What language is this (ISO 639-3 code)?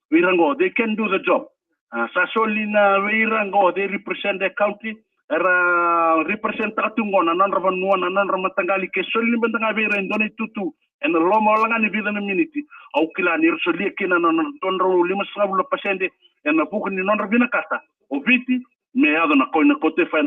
fij